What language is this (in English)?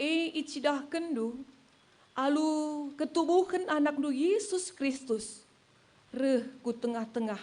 Batak Karo